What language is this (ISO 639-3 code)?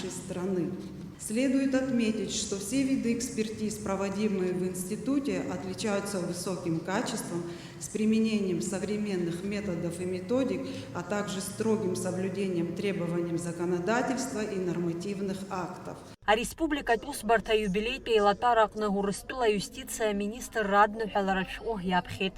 abk